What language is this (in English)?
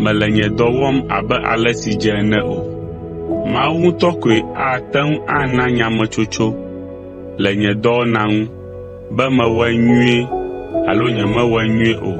Ewe